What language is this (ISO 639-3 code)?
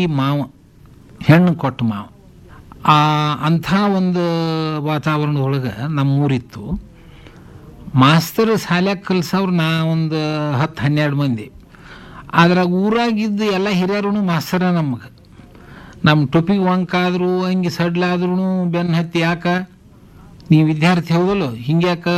kan